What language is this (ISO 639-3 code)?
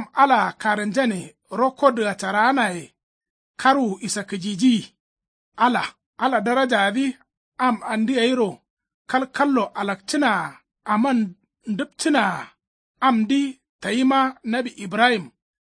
kau